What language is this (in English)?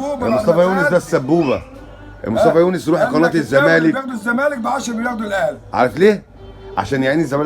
Egyptian Arabic